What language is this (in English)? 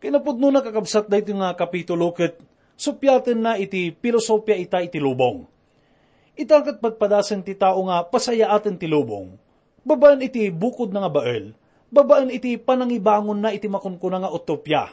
Iloko